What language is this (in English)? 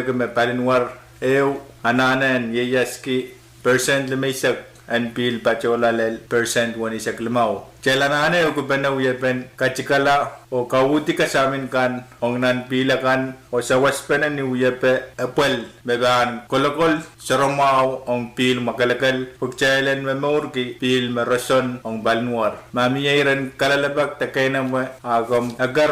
Pohnpeian